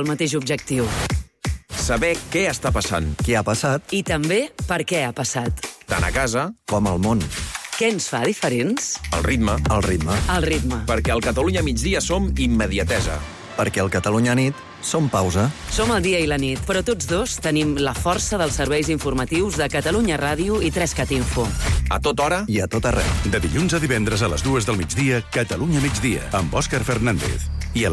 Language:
Catalan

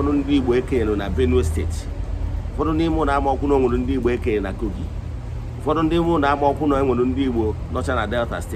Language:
Igbo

